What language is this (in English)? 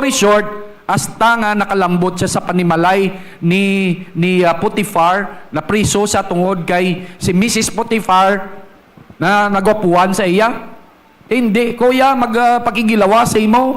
Hiligaynon